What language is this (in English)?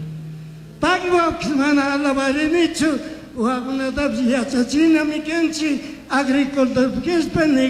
Chimborazo Highland Quichua